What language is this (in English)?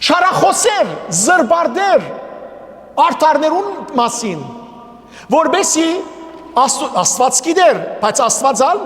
Western Armenian